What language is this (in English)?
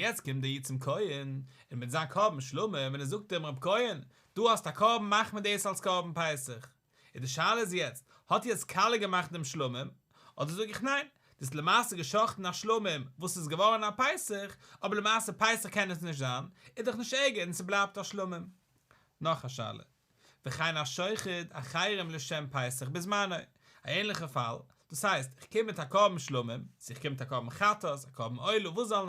Yiddish